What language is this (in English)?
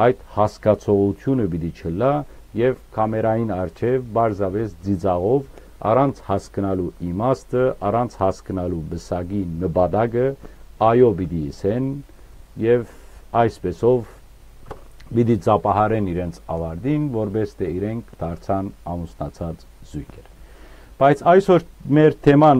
Western Armenian